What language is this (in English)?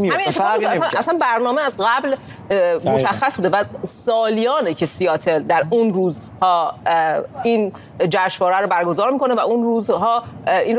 Persian